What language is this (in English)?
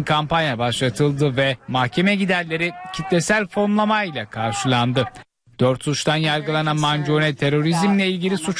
Turkish